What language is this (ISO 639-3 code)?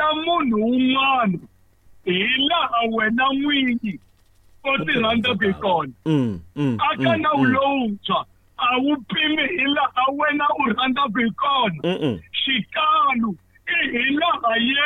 tso